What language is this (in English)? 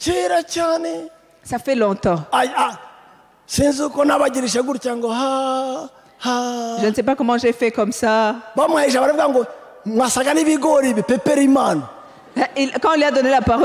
Kinyarwanda